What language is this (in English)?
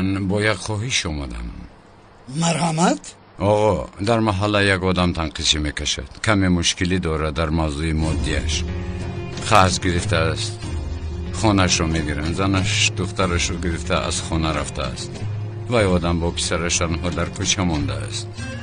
Tajik